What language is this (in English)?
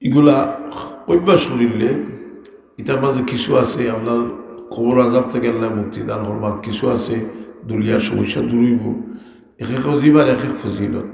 Sylheti